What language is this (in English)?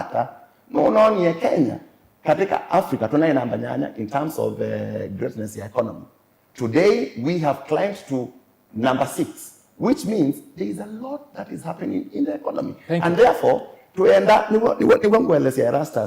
Kamba